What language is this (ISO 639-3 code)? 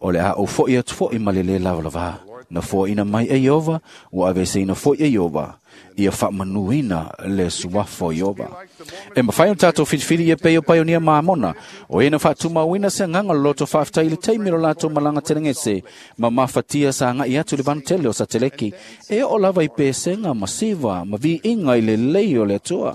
smo